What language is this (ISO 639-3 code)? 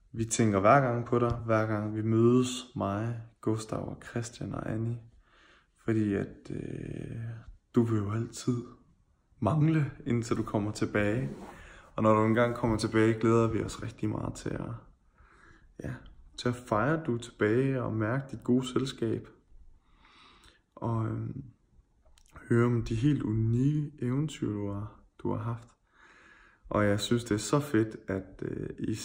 dan